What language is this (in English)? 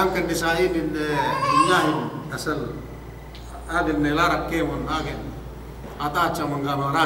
Yakan